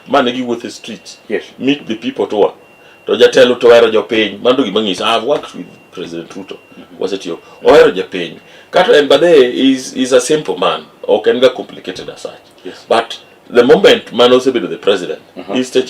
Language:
Luo (Kenya and Tanzania)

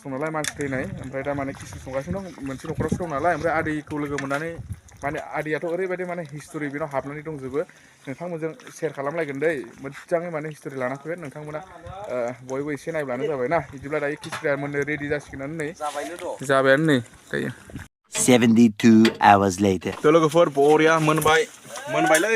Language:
Bodo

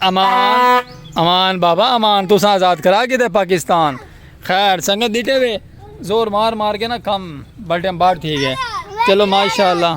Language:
Saraiki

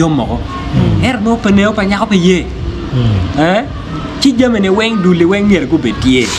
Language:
Acoli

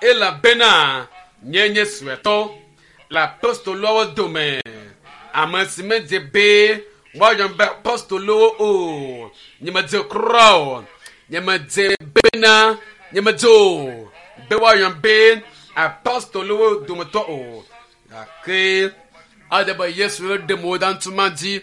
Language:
Ewe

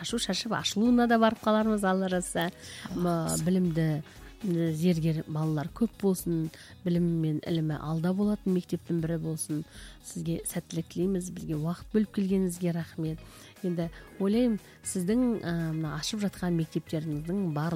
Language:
Kazakh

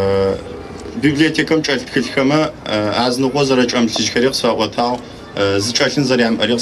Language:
Adyghe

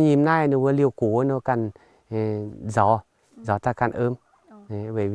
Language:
Vietnamese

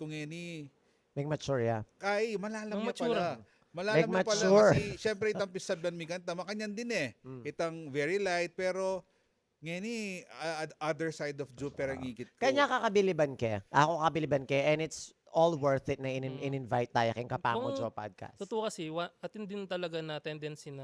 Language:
Pampanga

